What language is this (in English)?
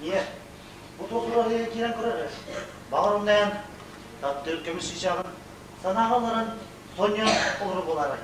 Yakut